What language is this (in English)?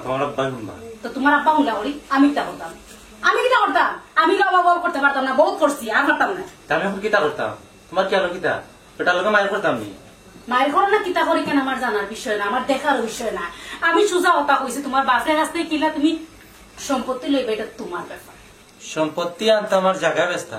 Sylheti